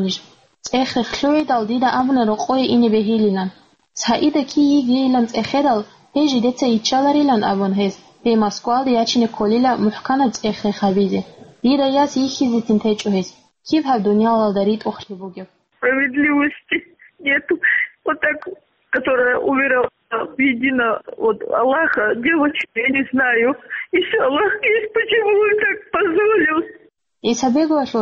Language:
Avaric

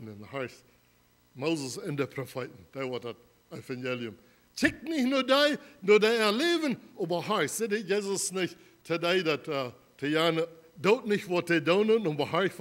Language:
Plautdietsch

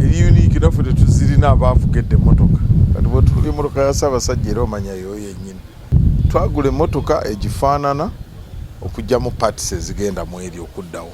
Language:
Ganda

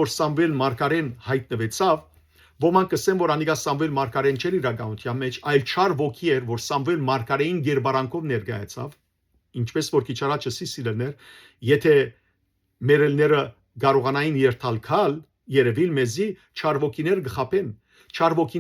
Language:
Western Armenian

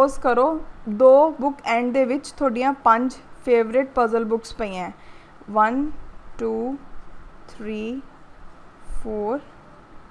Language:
Punjabi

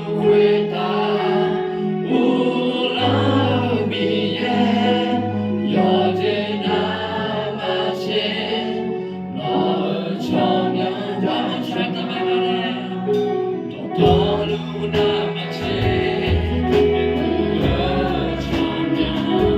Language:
Akha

